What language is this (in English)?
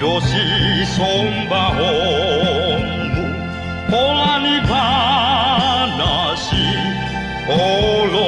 Batak Toba